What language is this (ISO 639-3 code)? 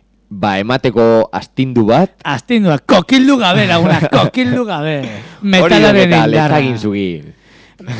eus